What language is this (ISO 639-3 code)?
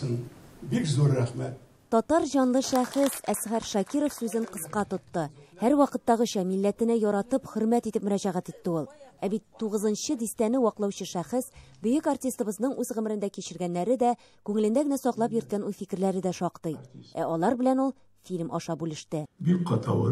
tat